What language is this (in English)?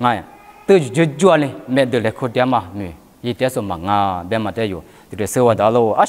Lisu